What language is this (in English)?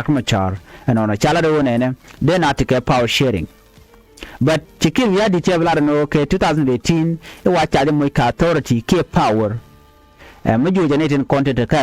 Nuer